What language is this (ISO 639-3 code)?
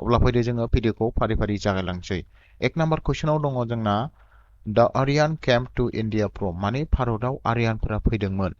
brx